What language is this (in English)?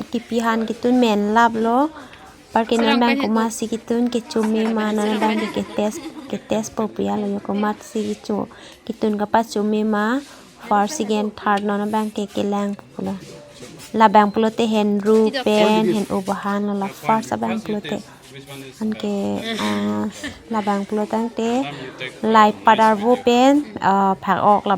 Karbi